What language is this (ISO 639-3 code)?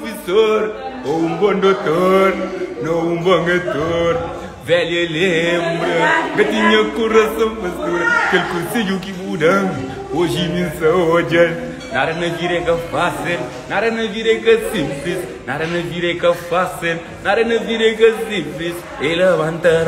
kea